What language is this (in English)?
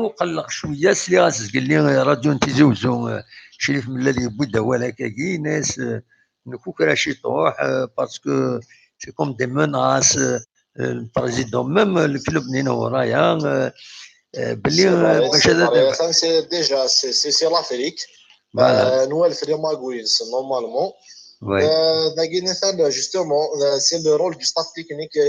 Kabyle